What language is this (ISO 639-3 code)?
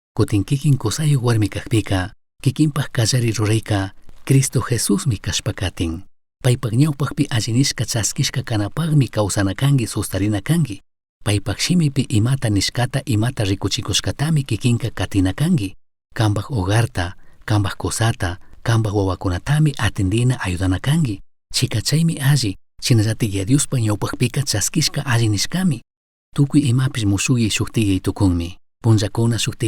qug